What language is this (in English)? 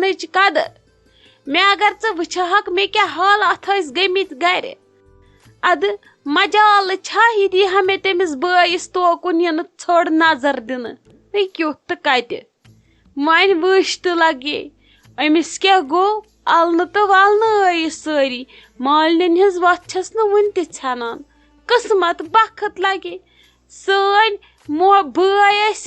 Kashmiri